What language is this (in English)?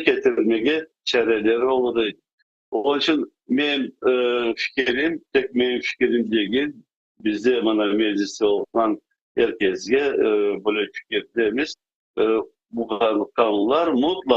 Crimean Tatar